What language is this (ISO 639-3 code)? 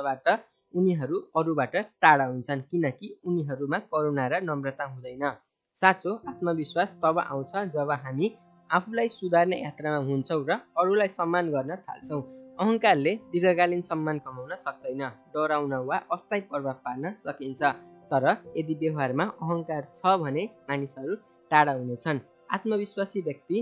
nep